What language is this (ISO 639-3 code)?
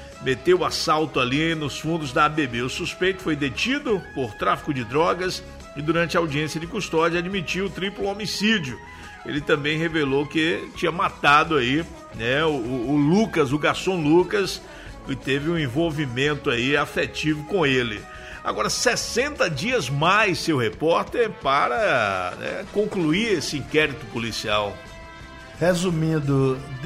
por